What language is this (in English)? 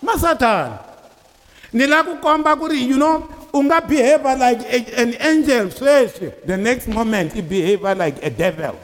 Tsonga